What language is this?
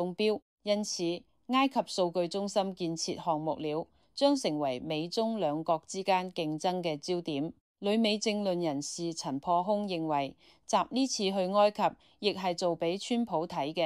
Cantonese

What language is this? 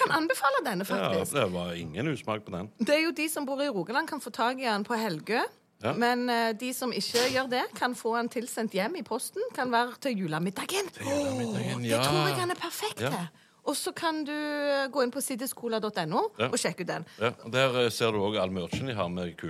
Norwegian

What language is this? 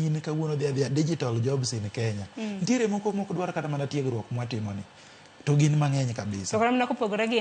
Luo (Kenya and Tanzania)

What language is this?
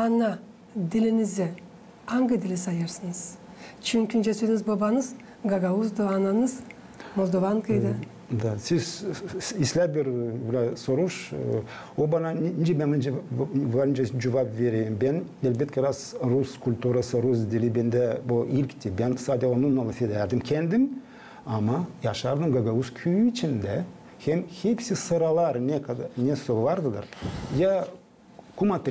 Gagauz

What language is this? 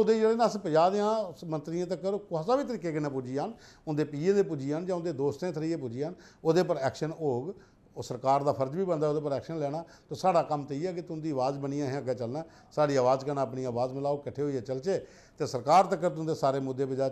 Dogri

